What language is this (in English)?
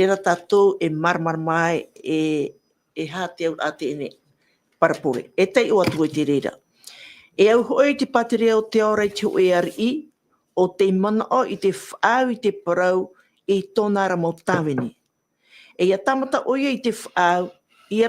Tahitian